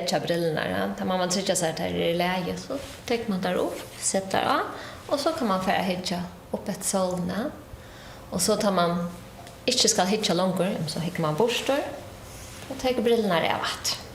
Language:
Faroese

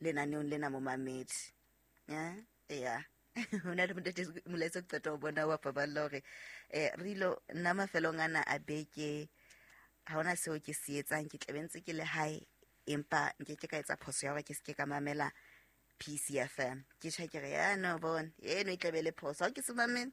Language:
Southern Sotho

